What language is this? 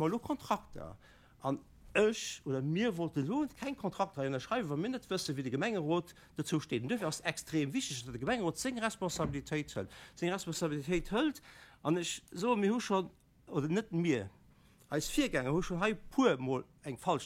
Luxembourgish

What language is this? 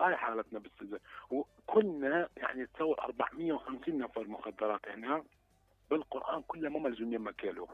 Mesopotamian Arabic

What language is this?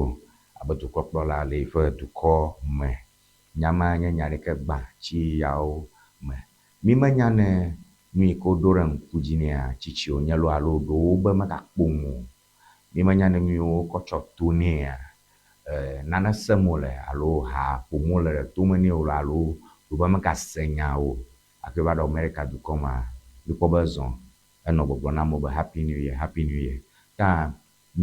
Ewe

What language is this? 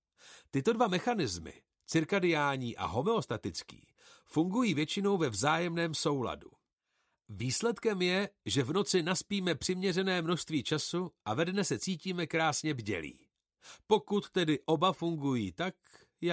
Czech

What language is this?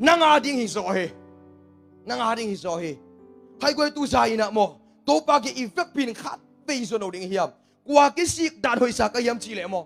Tedim Chin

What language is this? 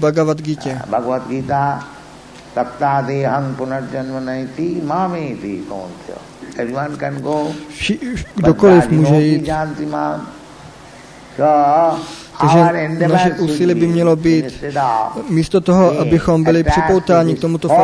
Czech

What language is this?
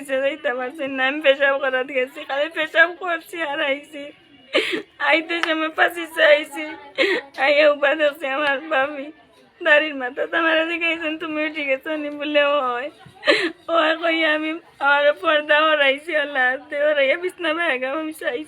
Sylheti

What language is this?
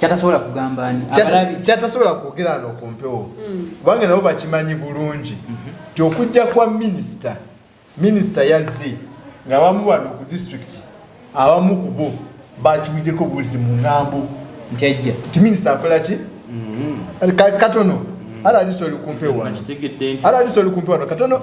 Ganda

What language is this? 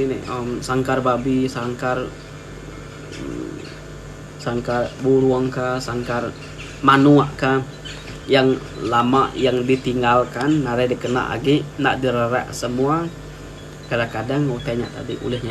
Iban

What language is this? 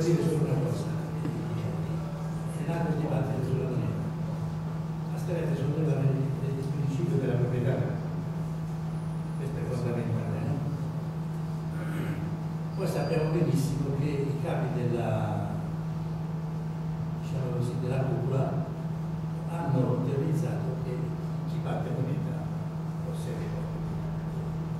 Italian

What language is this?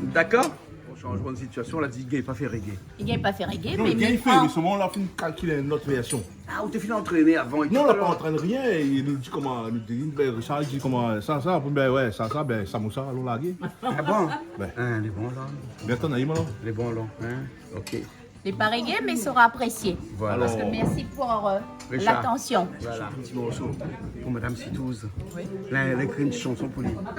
Réunion Creole French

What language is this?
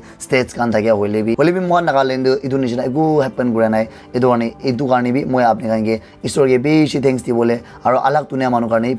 Naga Pidgin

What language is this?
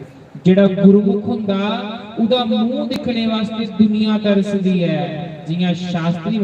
Dogri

